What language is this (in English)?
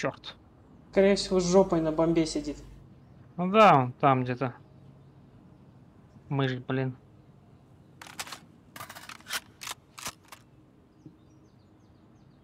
Russian